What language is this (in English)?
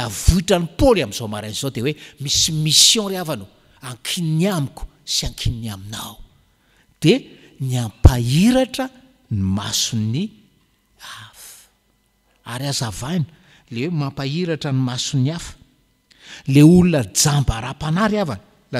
Malagasy